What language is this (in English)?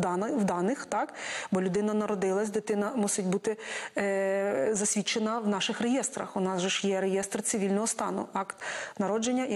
Ukrainian